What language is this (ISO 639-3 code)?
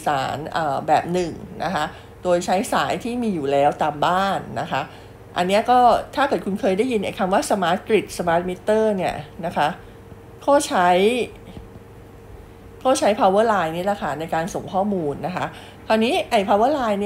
tha